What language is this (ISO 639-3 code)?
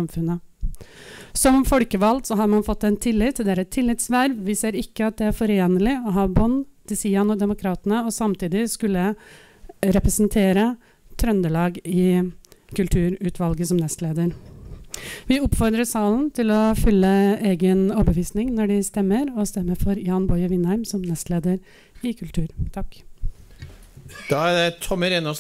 nor